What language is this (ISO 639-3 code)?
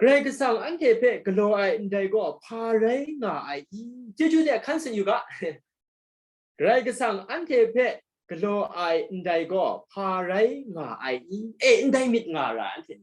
kac